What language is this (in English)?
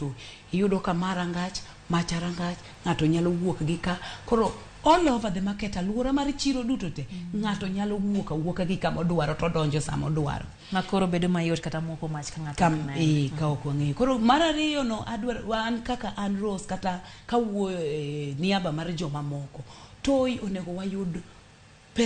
Luo (Kenya and Tanzania)